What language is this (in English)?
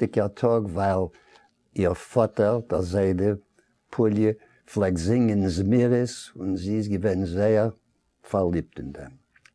Yiddish